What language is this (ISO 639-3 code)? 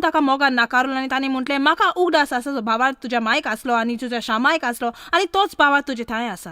kok